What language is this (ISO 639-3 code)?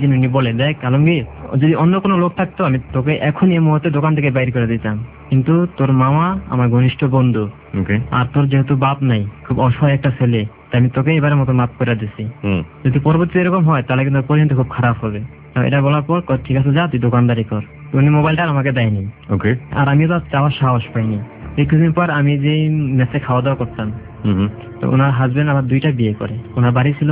ben